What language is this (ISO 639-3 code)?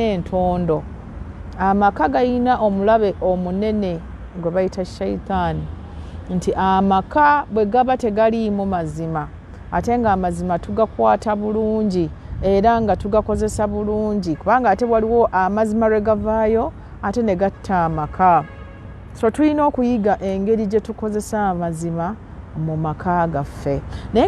lug